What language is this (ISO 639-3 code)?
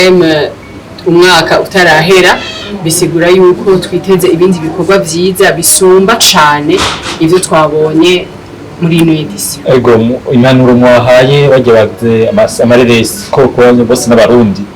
run